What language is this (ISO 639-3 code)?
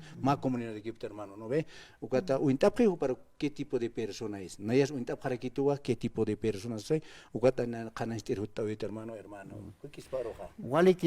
aym